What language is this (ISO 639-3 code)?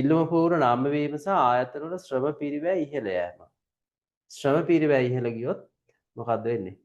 sin